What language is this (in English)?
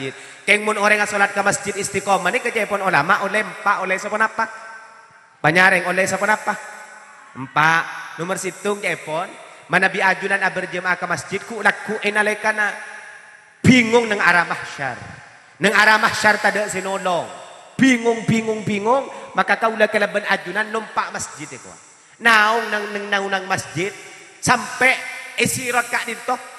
Madurese